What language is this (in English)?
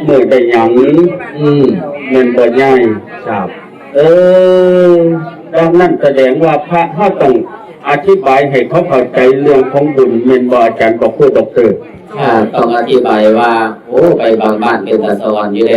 Northeastern Thai